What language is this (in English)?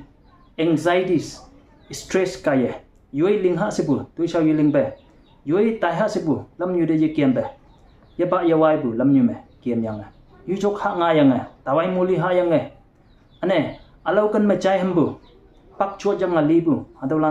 Konyak Naga